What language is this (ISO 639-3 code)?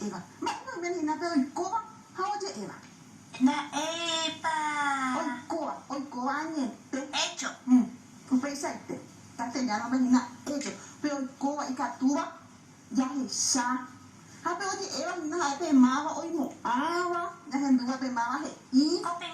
grn